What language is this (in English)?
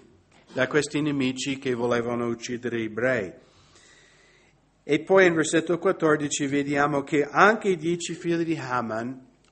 Italian